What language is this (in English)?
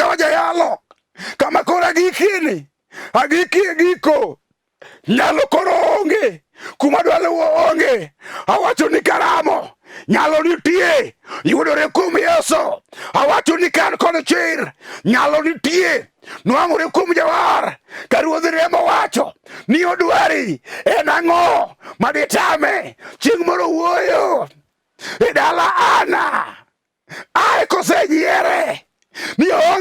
Luo (Kenya and Tanzania)